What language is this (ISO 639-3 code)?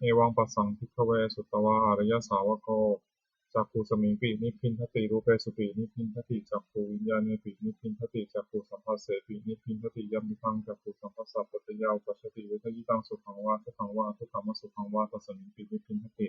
pli